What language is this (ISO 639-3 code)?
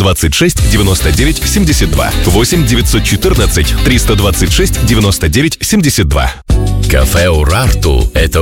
rus